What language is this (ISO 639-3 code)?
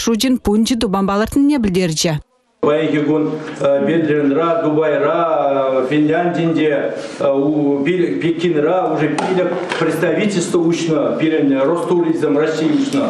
chv